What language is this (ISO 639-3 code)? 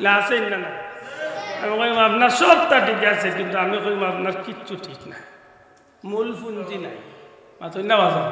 syl